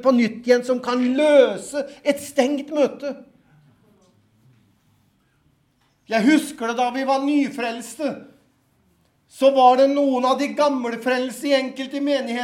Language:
Norwegian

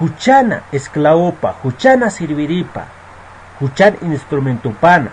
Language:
Aymara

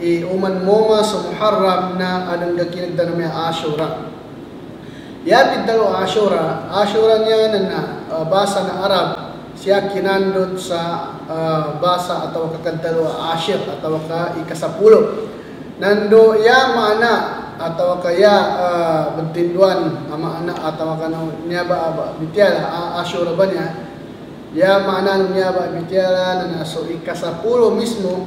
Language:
Filipino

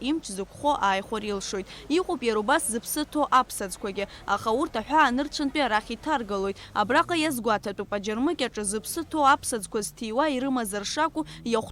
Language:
Abkhazian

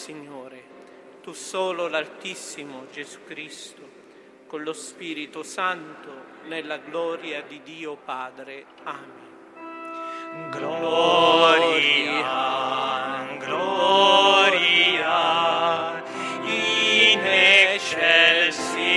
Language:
Italian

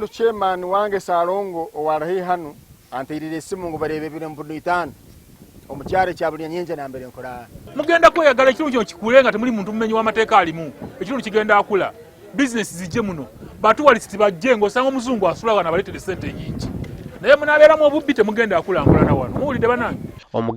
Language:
Nyankole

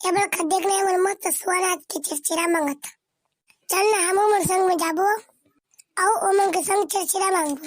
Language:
Chhattisgarhi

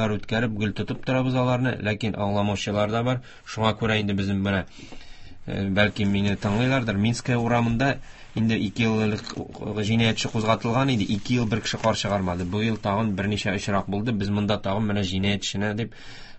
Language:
Tatar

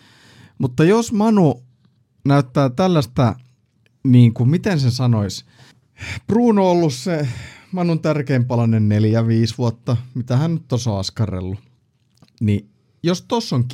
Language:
Finnish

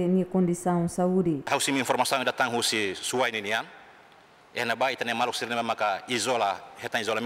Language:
Tetum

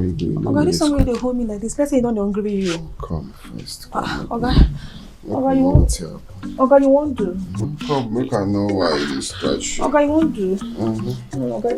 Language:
Nigerian Pidgin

